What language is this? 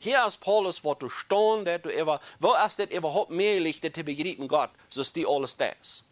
Plautdietsch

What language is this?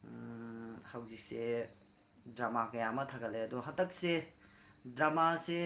Manipuri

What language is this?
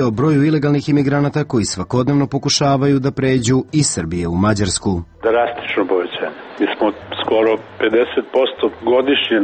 Serbian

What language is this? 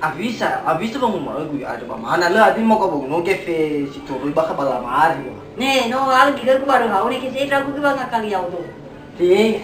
Nias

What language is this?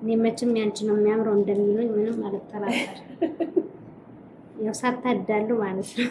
Amharic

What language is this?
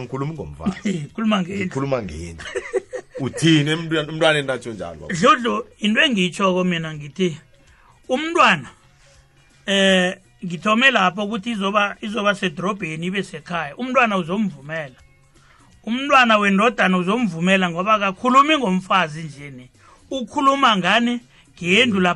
South Ndebele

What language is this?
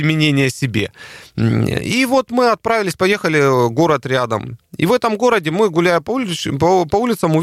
Russian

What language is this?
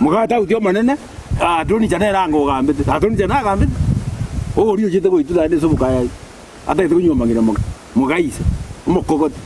Gusii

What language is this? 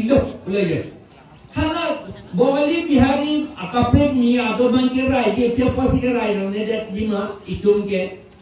Karbi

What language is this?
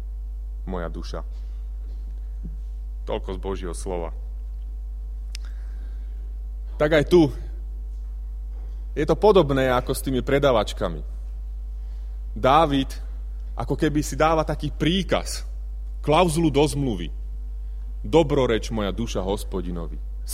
Slovak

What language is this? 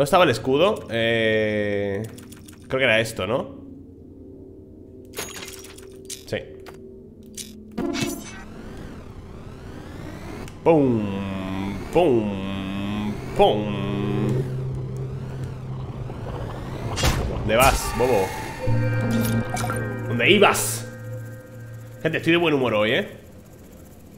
Spanish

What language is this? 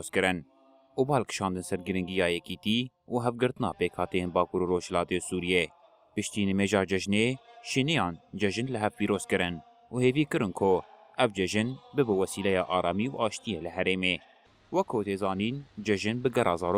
Kurdish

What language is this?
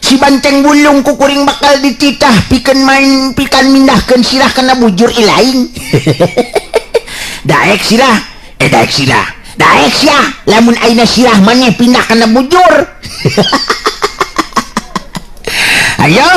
Sundanese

